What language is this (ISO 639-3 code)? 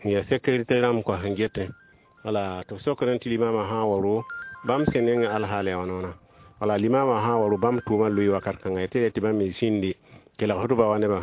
mos